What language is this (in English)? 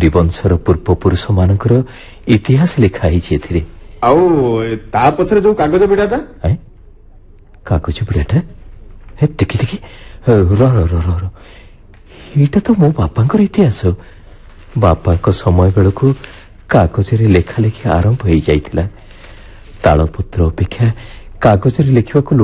Odia